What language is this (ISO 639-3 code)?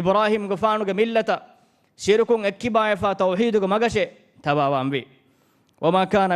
div